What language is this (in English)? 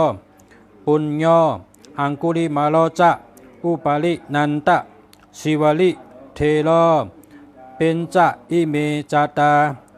Shan